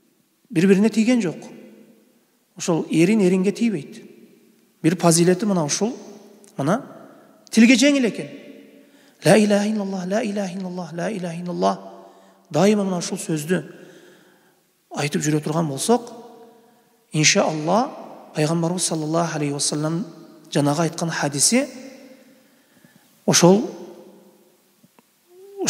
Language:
Kyrgyz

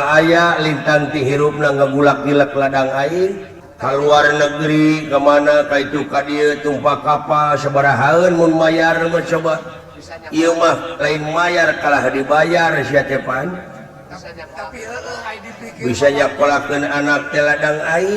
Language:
Sundanese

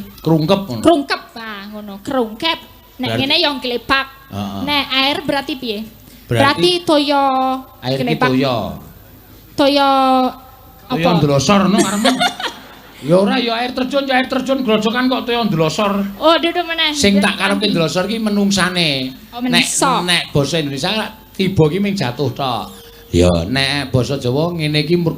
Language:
Javanese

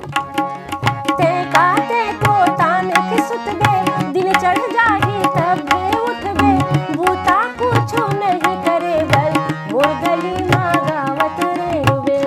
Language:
Chhattisgarhi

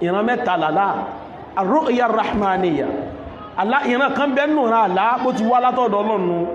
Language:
Yoruba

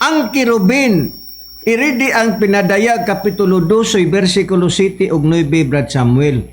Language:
Cebuano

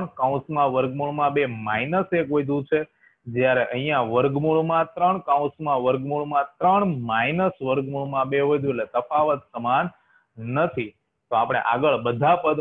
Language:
Gujarati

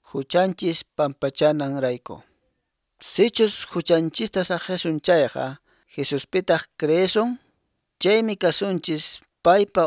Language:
Quechua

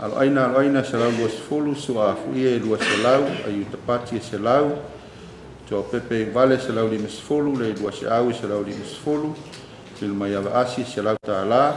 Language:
Samoan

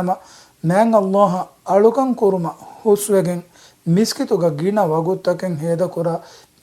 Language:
Divehi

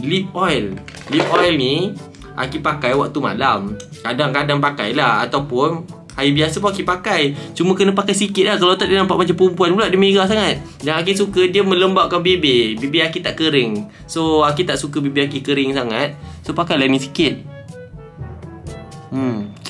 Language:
Malay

